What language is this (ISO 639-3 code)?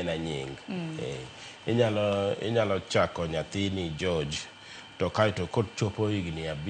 luo